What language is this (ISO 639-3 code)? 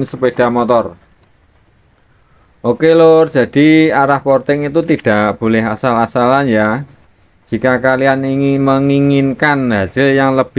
ind